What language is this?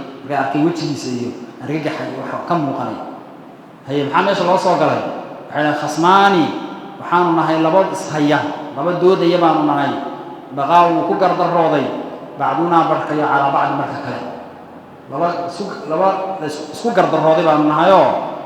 Somali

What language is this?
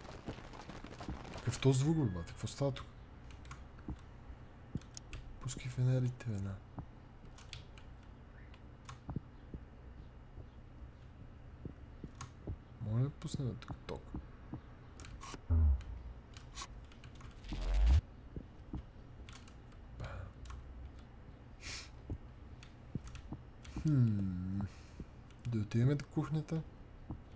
Bulgarian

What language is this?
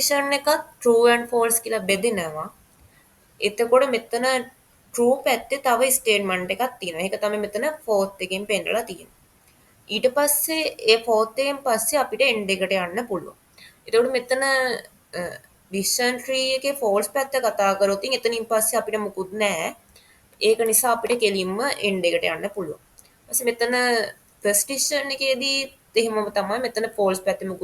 Sinhala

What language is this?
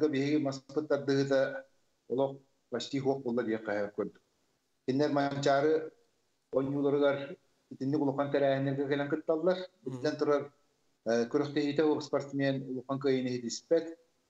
Yakut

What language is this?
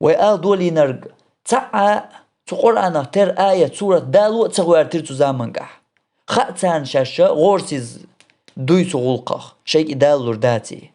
Chechen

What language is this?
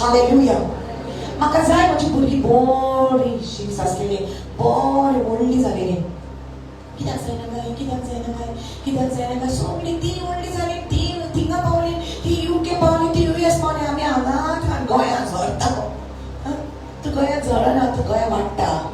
Konkani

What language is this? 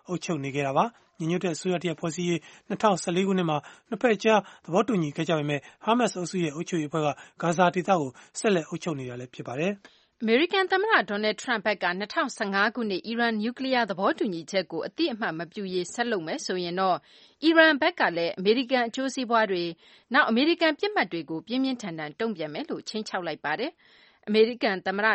Burmese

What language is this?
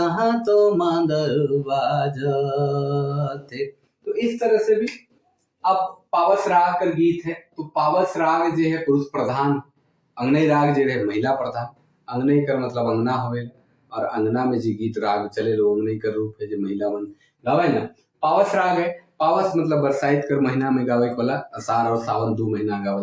Sadri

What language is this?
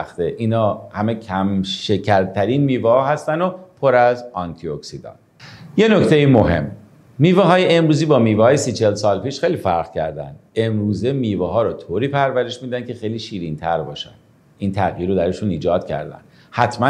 Persian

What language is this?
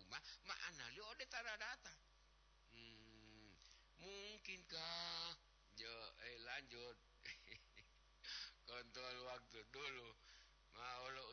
Gorontalo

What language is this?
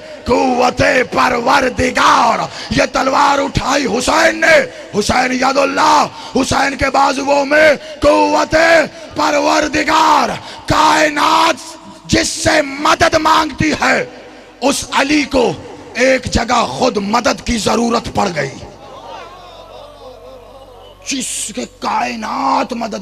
Urdu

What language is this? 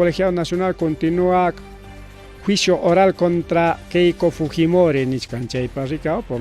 Ayacucho Quechua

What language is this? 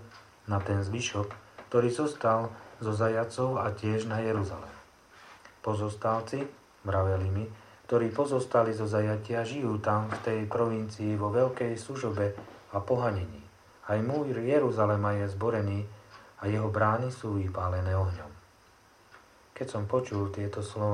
Slovak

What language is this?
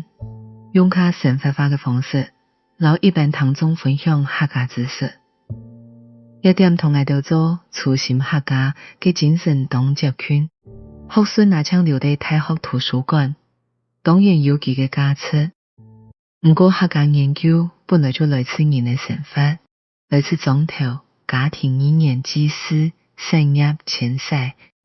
Hakka Chinese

